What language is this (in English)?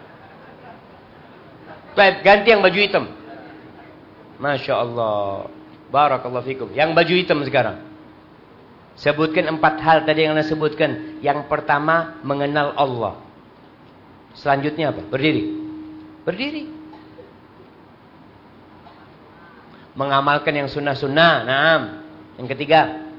Indonesian